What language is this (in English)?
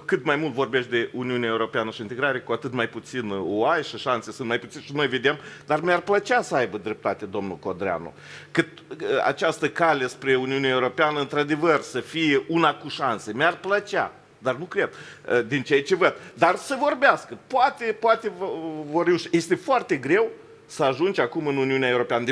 Romanian